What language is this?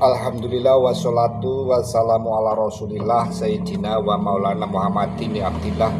Javanese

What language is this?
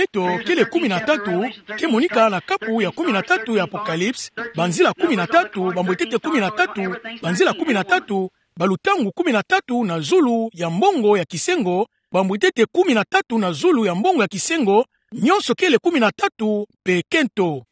Kituba (Democratic Republic of Congo)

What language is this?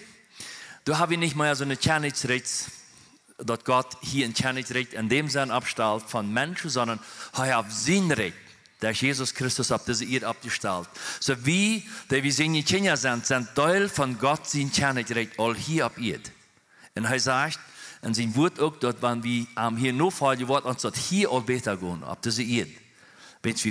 Plautdietsch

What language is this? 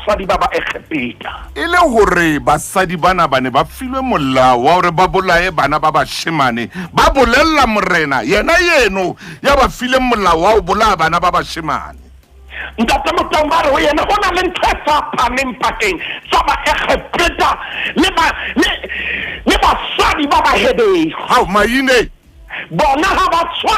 Southern Sotho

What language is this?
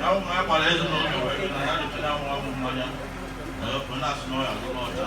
Igbo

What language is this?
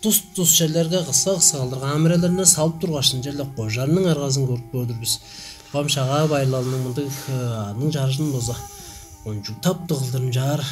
Tuvinian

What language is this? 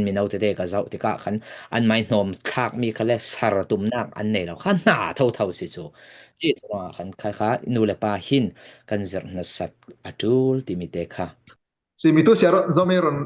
Falam Chin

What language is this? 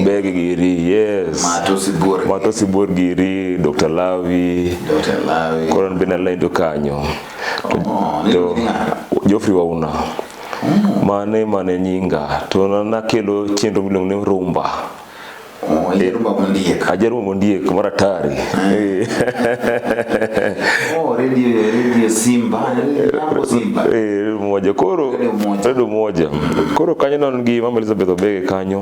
Luo (Kenya and Tanzania)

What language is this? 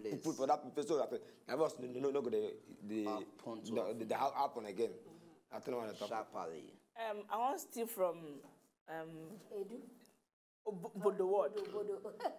Nigerian Pidgin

